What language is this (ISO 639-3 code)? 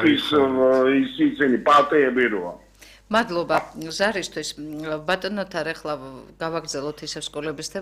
kat